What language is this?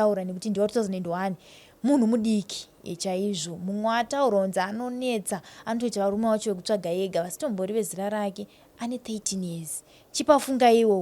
Shona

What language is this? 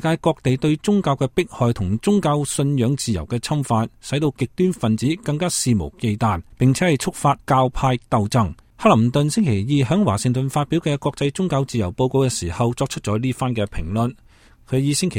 Cantonese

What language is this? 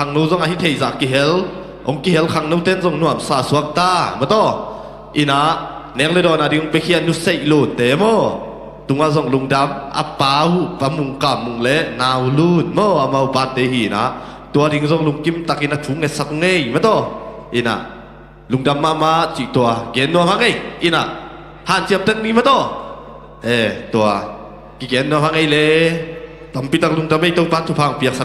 Tedim Chin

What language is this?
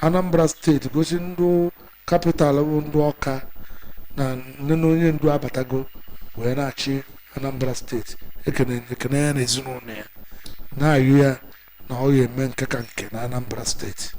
Igbo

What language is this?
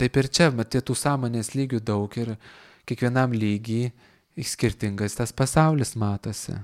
Lithuanian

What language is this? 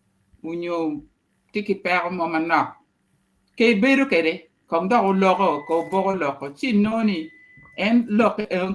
Acoli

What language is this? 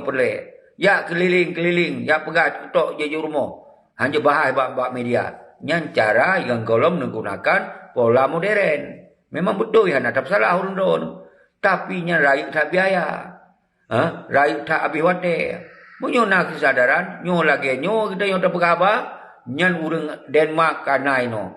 Achinese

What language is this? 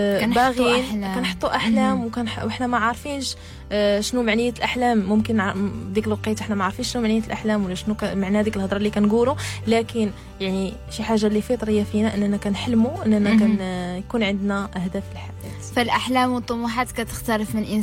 Moroccan Arabic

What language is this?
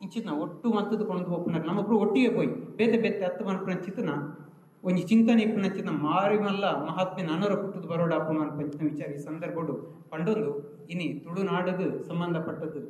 Tulu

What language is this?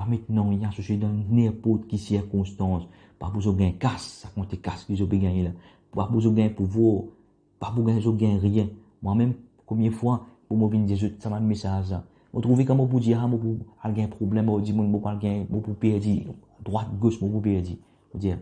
Morisyen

